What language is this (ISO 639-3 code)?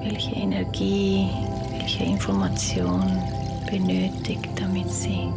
gsw